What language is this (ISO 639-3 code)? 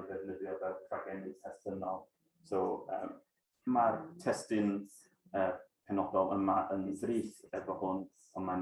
cym